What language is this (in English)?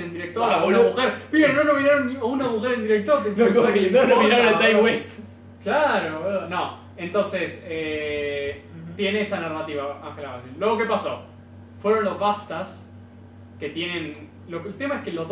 Spanish